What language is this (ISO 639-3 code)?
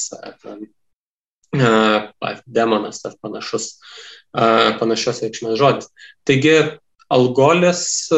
lit